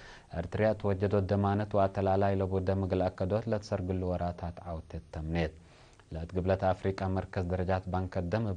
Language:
Tigre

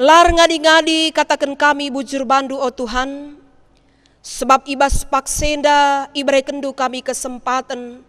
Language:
Batak Karo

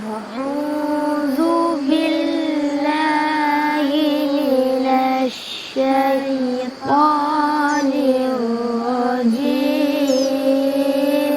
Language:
Madurese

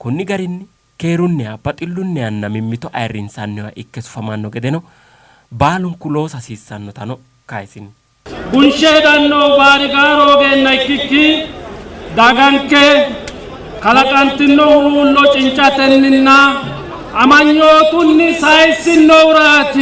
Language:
Sidamo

